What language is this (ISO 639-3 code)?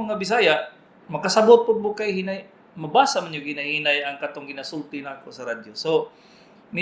ceb